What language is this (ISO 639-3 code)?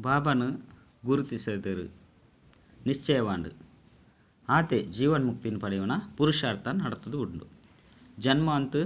tcy